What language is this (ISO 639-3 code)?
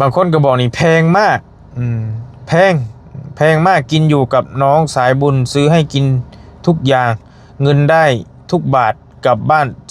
lao